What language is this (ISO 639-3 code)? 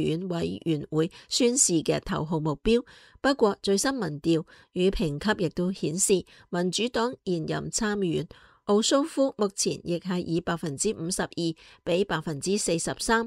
yue